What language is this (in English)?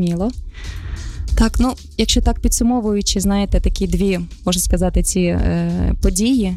Ukrainian